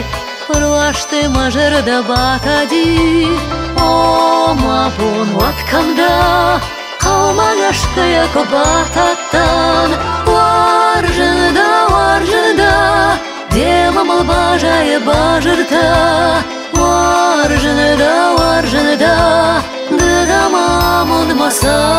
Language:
Ossetic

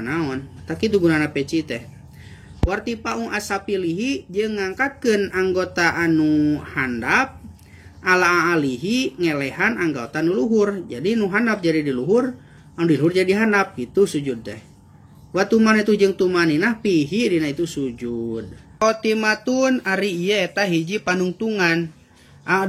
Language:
Sundanese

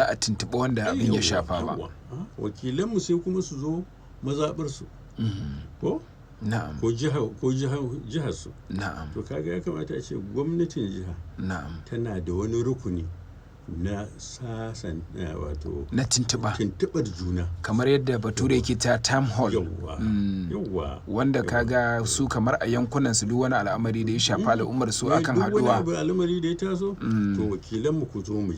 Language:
Hausa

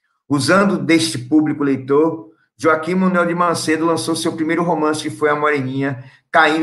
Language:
Portuguese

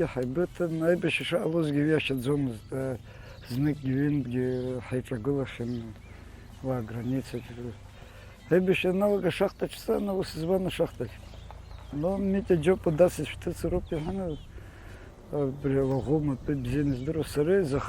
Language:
Abkhazian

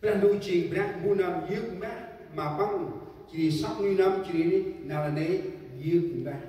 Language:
Central Mnong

